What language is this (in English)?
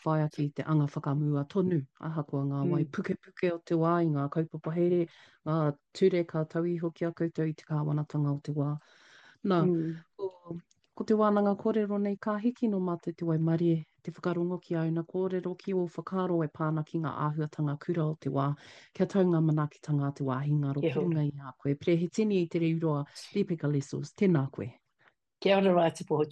Māori